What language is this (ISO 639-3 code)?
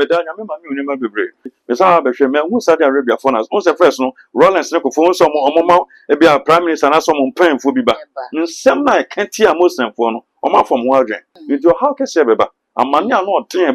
aka